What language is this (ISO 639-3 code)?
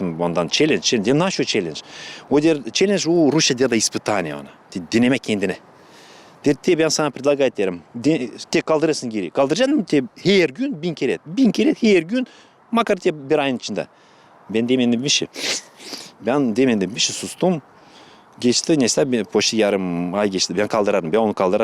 gag